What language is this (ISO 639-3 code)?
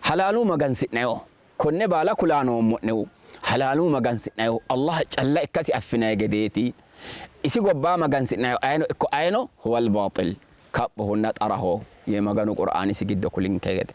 sid